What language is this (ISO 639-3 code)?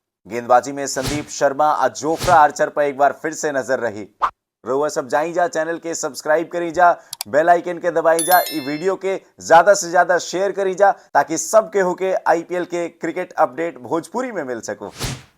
bho